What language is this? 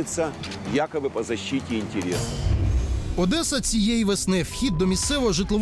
Ukrainian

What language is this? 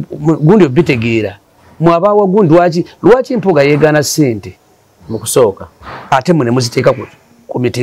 Ganda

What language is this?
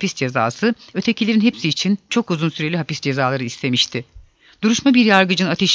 Turkish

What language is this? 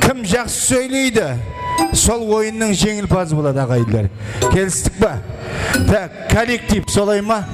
Kara-Kalpak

